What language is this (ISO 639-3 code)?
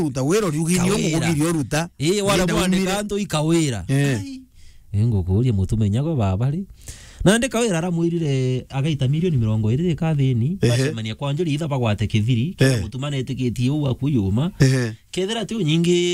mer